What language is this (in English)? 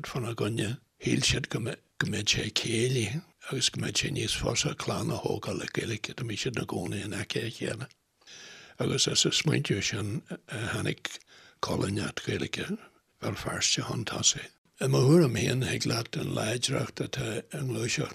Irish